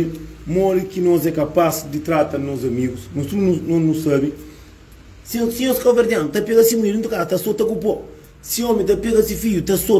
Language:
Kabuverdianu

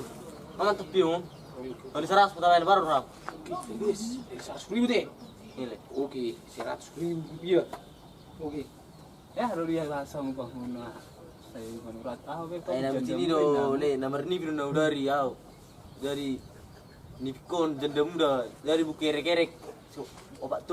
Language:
Batak Toba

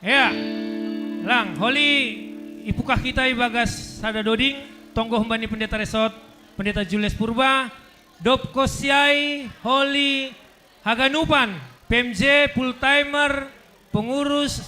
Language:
Batak Simalungun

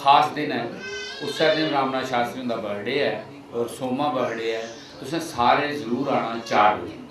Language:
Dogri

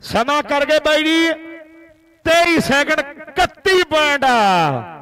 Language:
Punjabi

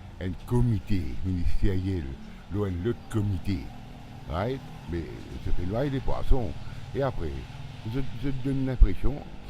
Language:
Morisyen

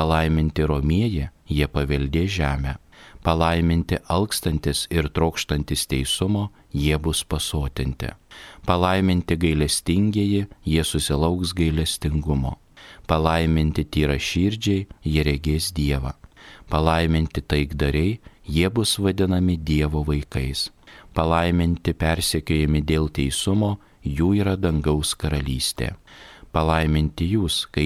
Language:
Lithuanian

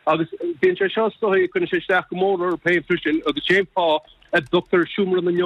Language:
Irish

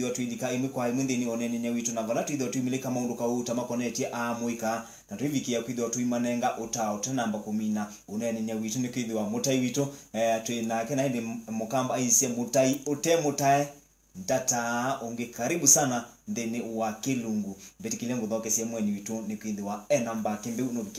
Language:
Kamba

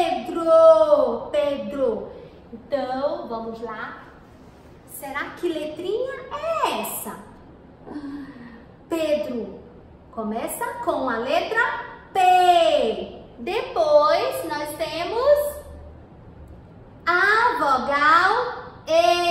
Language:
Portuguese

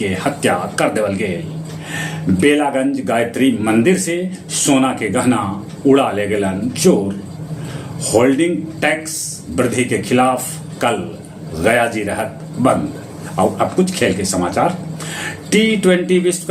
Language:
Magahi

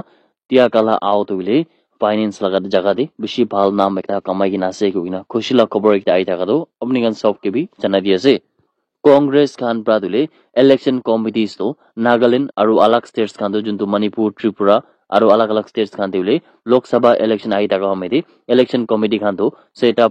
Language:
Naga Pidgin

